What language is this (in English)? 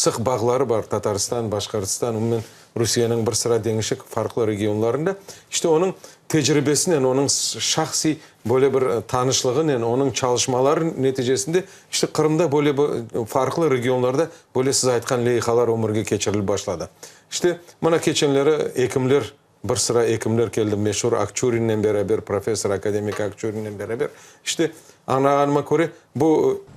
Crimean Tatar